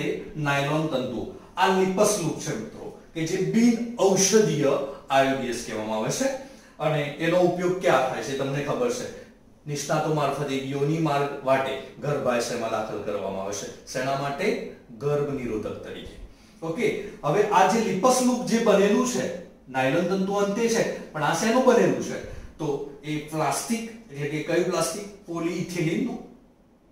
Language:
Gujarati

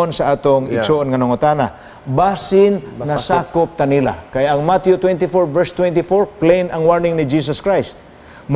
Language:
Cebuano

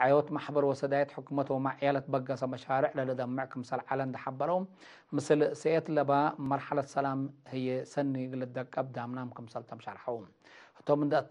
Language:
Tigre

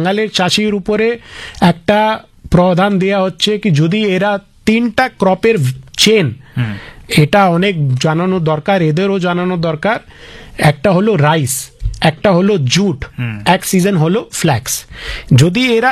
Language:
Bangla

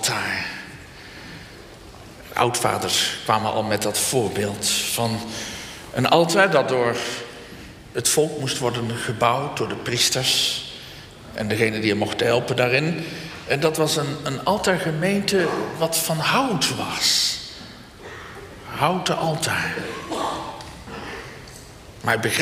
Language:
Dutch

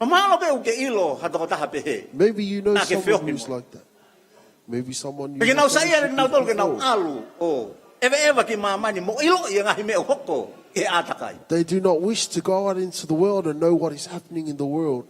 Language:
Tongan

